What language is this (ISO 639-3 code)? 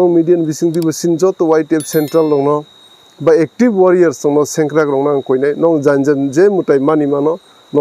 trp